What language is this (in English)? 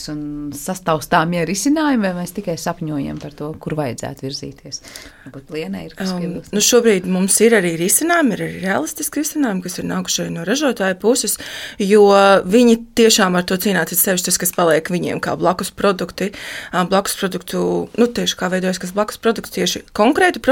Latvian